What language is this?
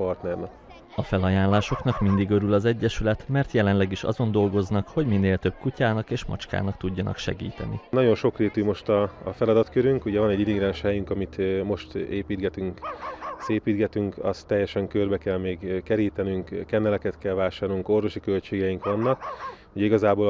Hungarian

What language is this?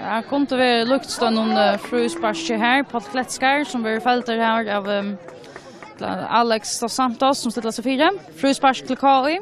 Faroese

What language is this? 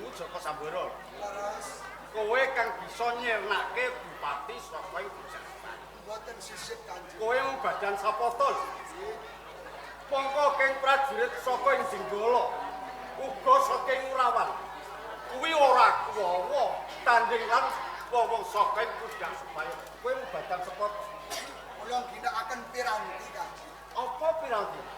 Javanese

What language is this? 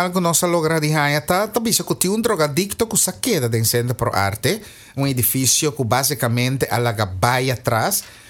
Papiamento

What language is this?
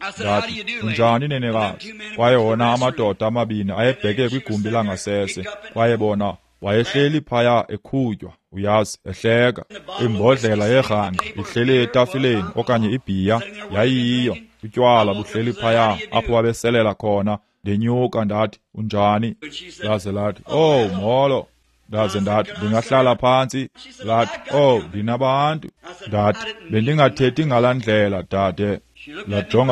Xhosa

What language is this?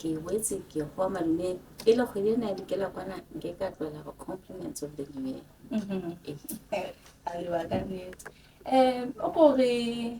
Southern Sotho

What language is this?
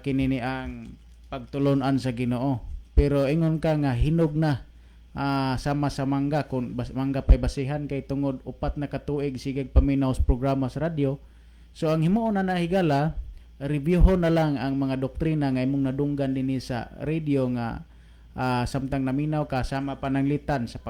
Cebuano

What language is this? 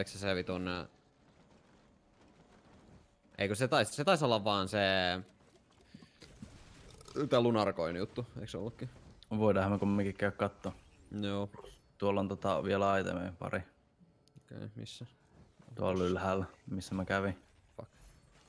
Finnish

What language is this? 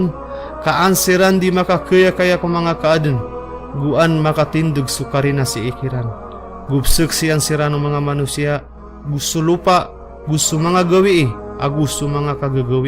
Maranao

